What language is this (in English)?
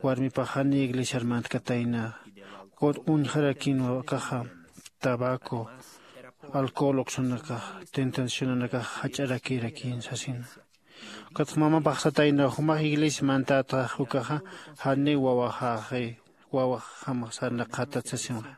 Aymara